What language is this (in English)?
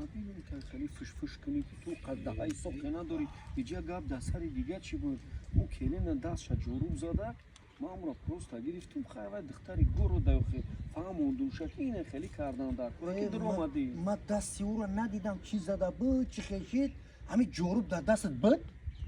Tajik